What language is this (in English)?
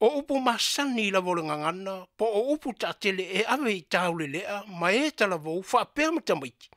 Samoan